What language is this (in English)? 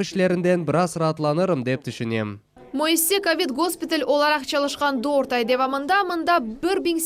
Crimean Tatar